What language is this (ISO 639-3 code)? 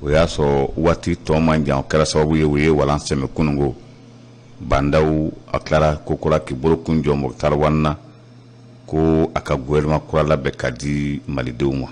bam